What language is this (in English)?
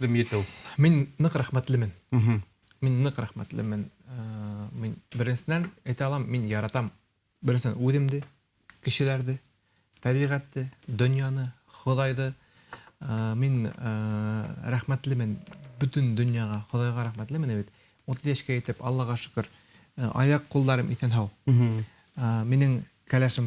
Bashkir